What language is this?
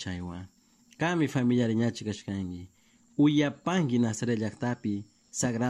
Chimborazo Highland Quichua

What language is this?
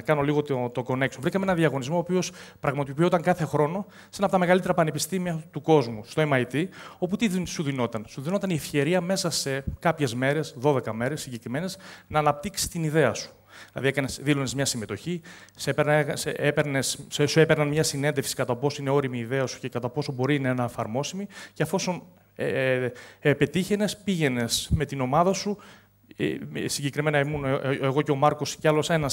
Greek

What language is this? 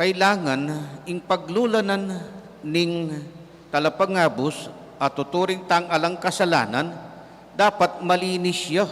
Pampanga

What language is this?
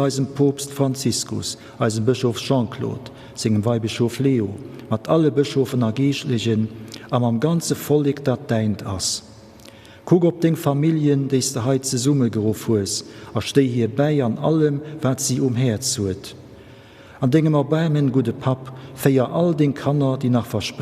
Luxembourgish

